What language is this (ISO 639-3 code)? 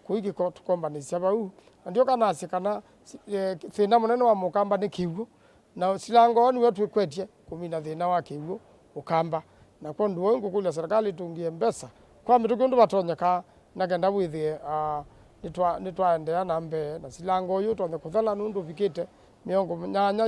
kam